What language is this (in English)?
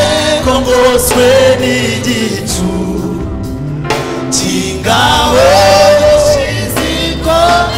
Kinyarwanda